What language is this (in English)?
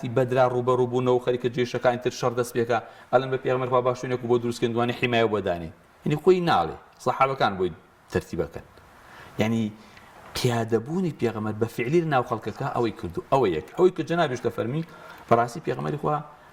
Central Kurdish